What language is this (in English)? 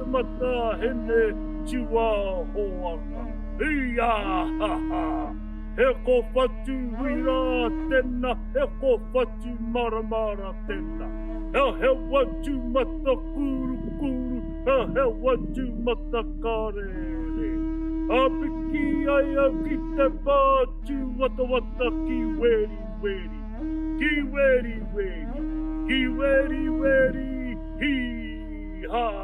Māori